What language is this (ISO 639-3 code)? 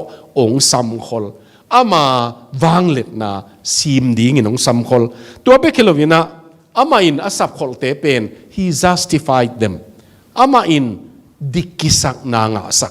ctd